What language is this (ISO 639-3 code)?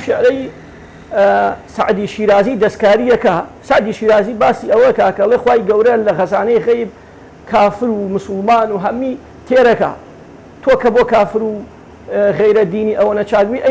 ckb